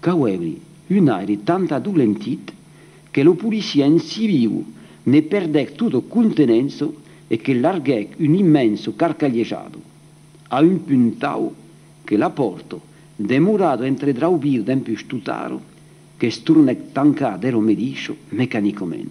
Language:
Occitan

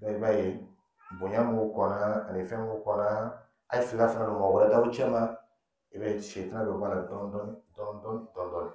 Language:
Dyula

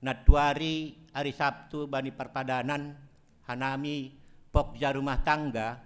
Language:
Batak Simalungun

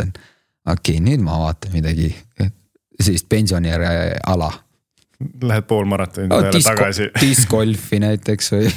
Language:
Estonian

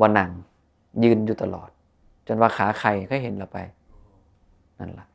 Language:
Northeastern Thai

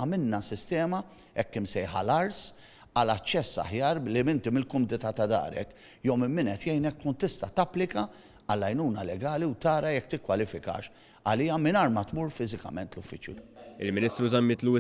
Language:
Maltese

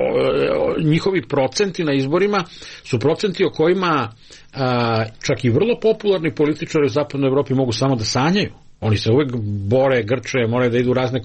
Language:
Serbian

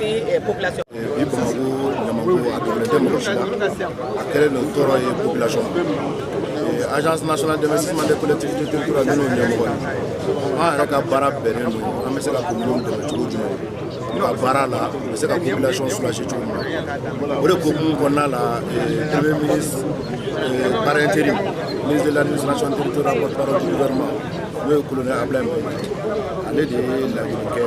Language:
Bambara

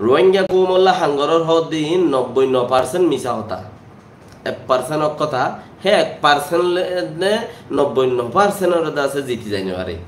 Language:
Rohingya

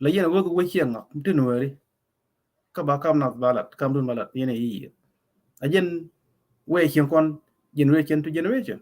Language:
Nuer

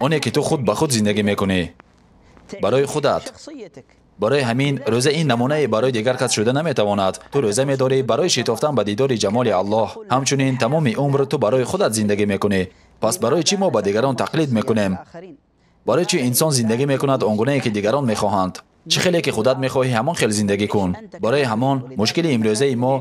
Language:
Tajik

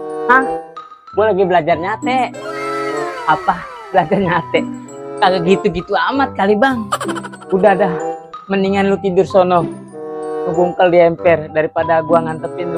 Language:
Betawi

